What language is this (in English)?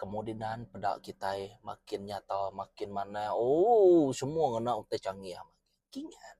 Iban